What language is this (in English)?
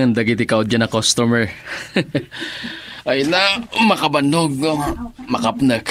Iloko